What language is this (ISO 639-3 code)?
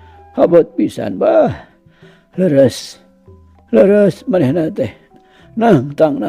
sun